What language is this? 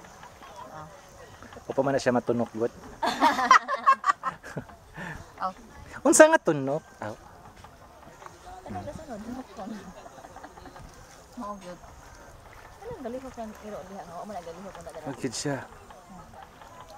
Cebuano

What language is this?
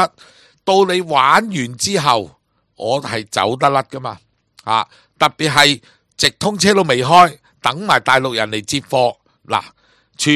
Cantonese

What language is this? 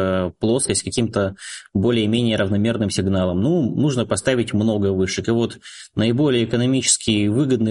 Russian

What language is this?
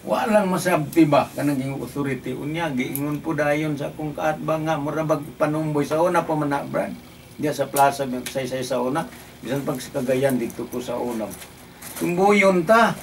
Cebuano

